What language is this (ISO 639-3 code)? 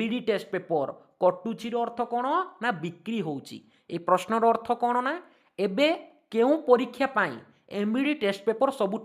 ori